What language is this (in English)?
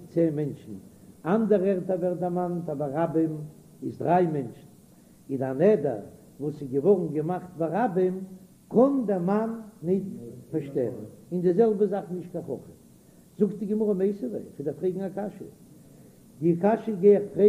Yiddish